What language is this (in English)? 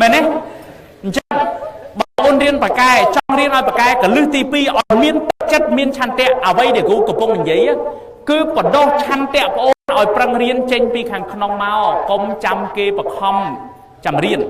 Khmer